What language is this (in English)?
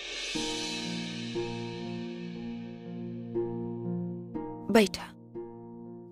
Bhojpuri